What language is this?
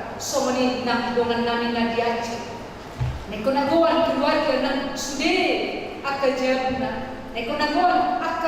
Batak Toba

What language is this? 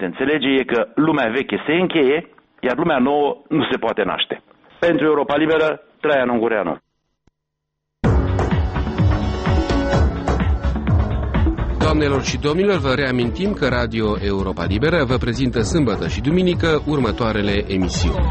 Romanian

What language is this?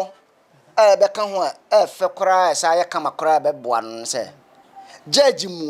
Akan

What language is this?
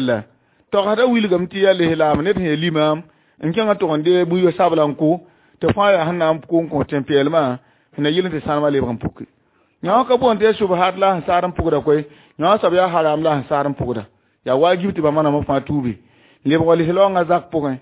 Mossi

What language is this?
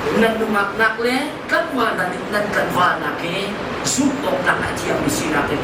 Hakha Chin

